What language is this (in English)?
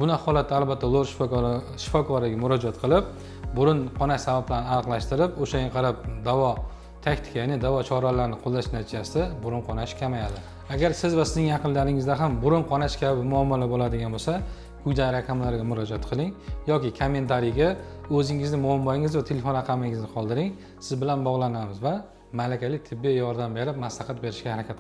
Uzbek